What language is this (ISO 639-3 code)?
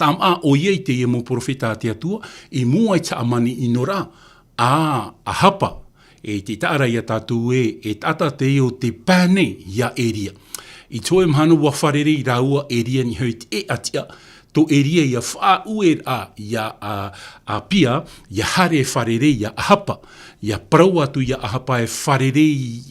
tah